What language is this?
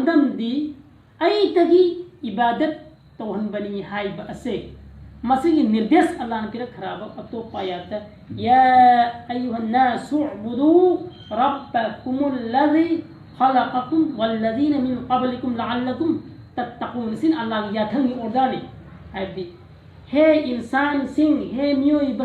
Manipuri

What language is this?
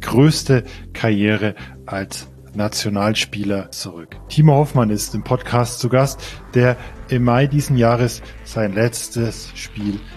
German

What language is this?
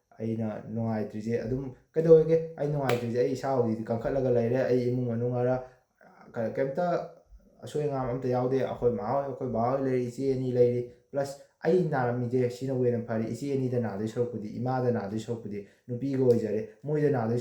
Manipuri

